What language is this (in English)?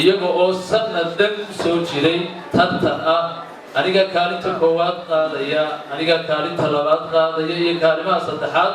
Somali